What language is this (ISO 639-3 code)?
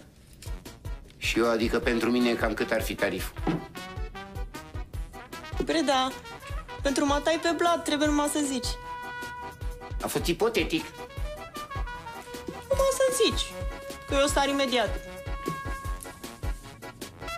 ron